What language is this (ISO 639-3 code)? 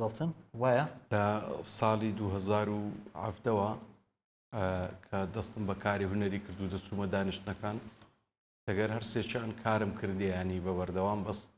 ckb